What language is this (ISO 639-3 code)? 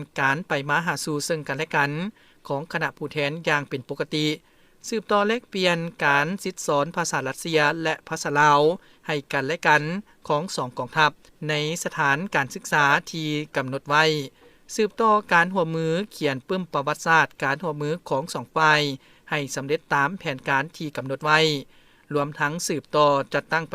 lao